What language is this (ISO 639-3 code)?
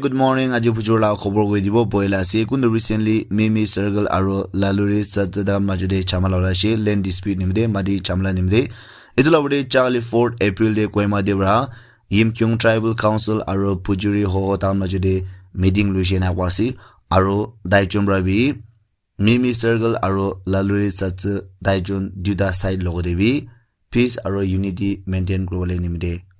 nag